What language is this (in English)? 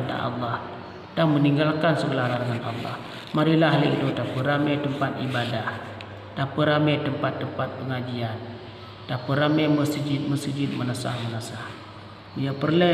Achinese